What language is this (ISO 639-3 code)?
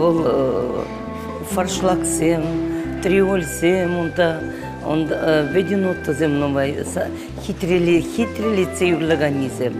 chv